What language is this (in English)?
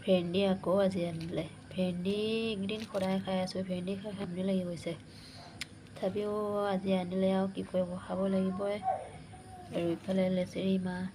Assamese